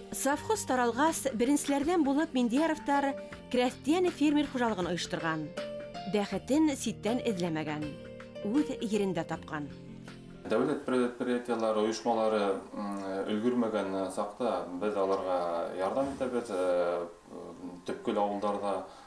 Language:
Bashkir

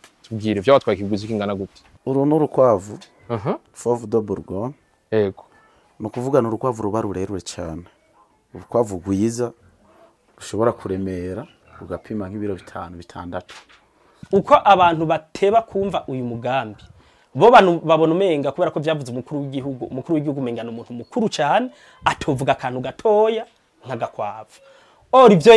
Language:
Rundi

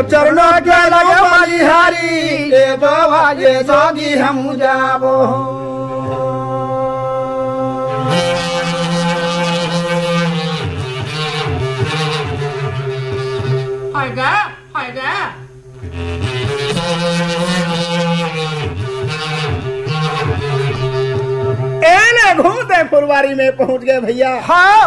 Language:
Chhattisgarhi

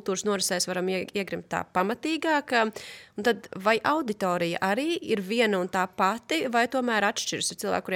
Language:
Latvian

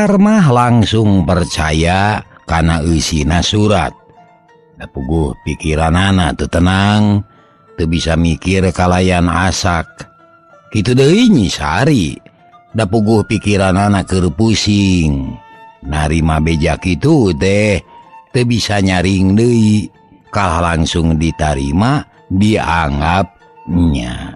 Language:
Sundanese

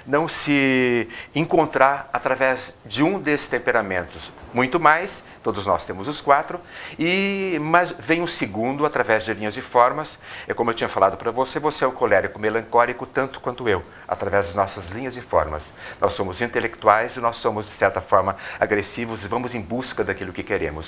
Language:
Portuguese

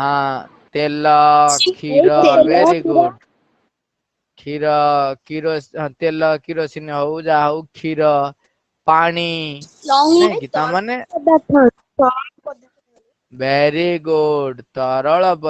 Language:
Odia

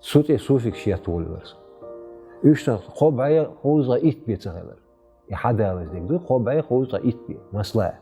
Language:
Chechen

